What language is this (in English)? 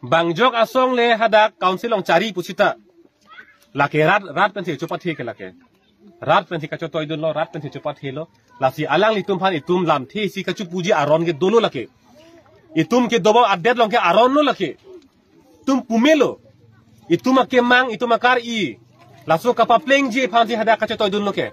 Karbi